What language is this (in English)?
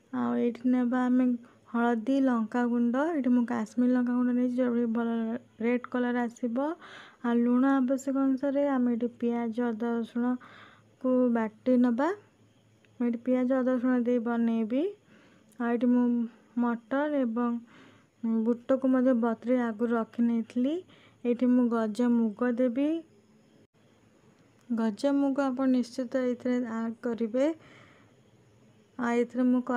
Odia